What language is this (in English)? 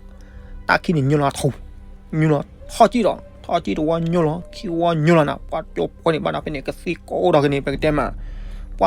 S'gaw Karen